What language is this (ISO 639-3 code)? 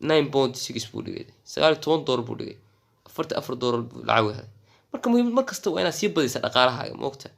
som